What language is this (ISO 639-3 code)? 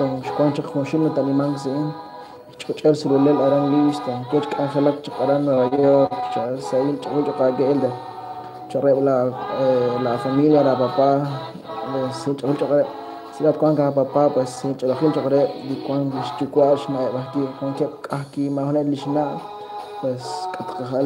kek